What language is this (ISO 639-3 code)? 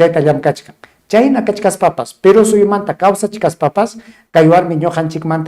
quy